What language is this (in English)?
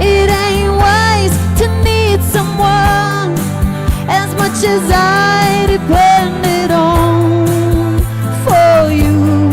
Tangkhul Naga (India)